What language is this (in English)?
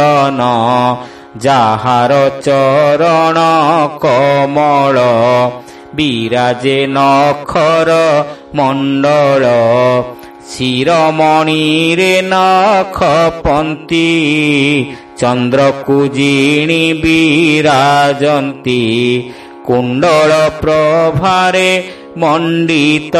Odia